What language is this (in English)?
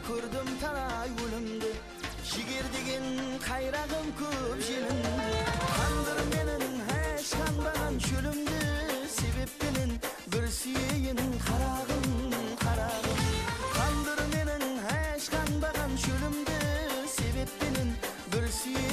Kara-Kalpak